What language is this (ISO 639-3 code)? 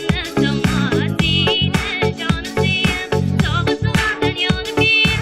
tat